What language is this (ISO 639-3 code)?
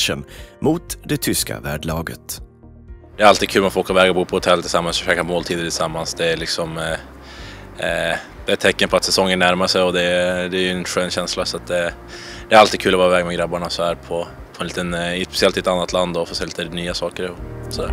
swe